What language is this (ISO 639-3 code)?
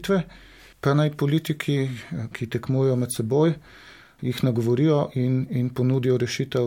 slv